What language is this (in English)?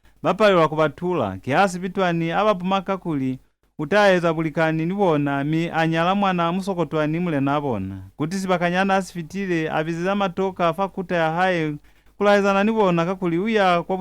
Lozi